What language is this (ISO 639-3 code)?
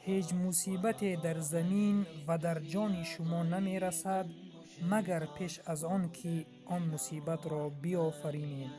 tgk